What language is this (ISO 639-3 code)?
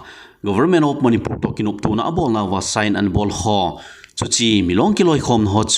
tcz